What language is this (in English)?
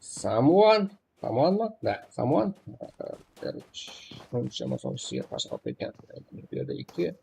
Kara-Kalpak